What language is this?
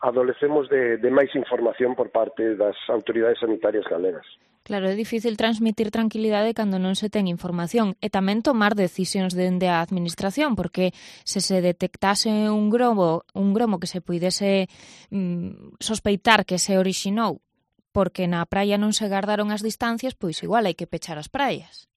Galician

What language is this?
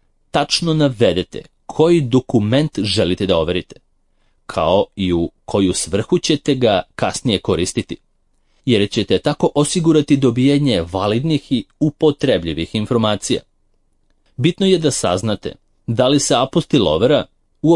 Serbian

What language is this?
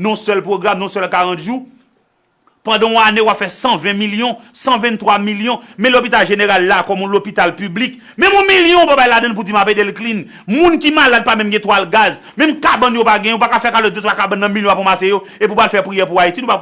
Haitian Creole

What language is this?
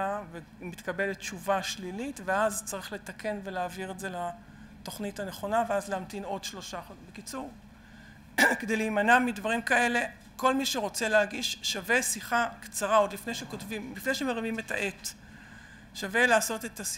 Hebrew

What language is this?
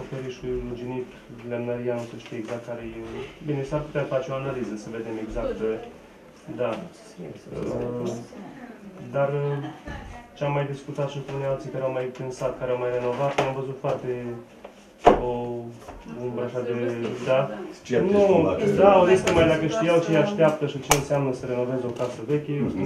Romanian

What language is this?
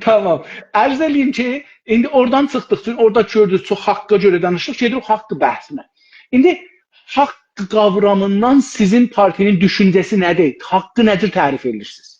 South Azerbaijani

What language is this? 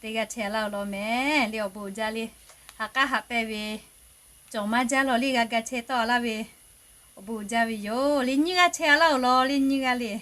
Lahu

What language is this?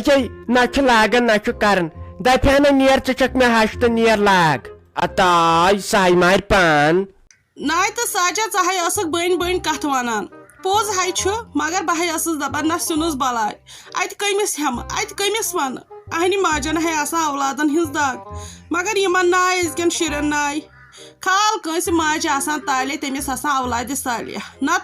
Kashmiri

